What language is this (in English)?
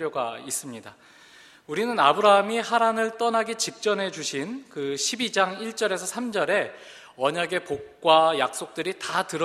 Korean